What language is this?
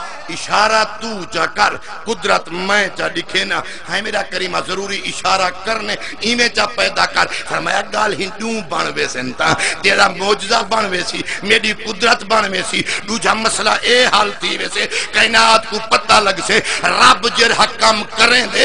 Saraiki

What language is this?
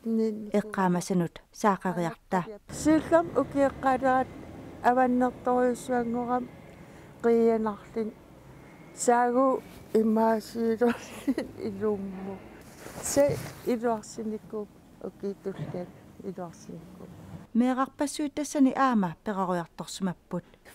Kalaallisut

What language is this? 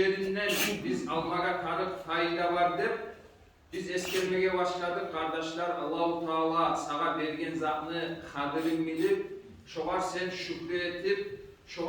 Kumyk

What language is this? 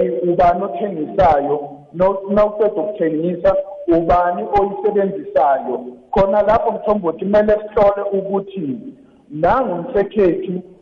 South Ndebele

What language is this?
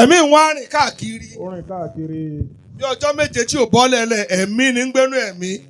Yoruba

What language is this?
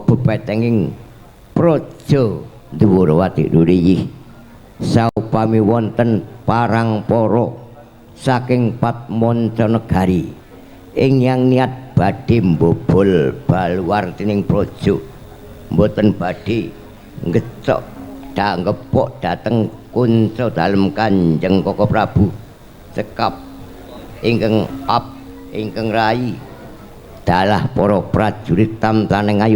Javanese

